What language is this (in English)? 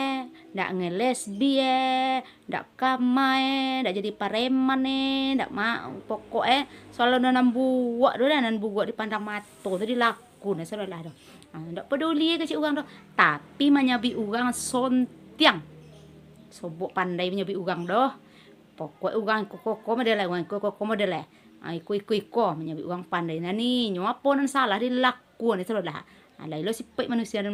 Minangkabau